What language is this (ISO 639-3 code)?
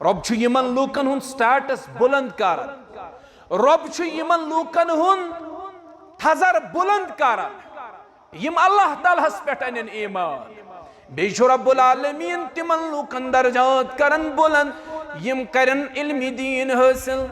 kas